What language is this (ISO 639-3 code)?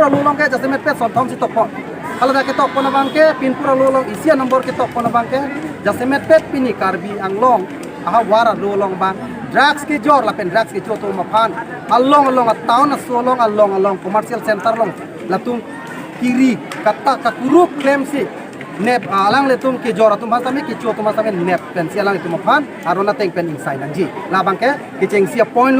mjw